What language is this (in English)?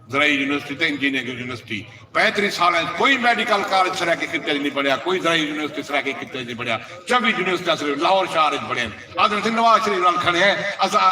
Saraiki